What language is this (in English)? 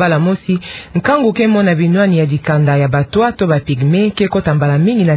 Kituba (Democratic Republic of Congo)